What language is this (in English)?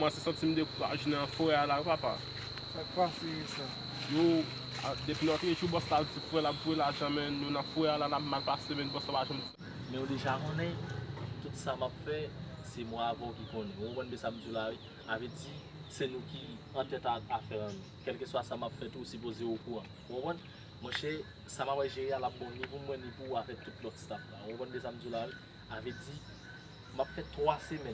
Haitian Creole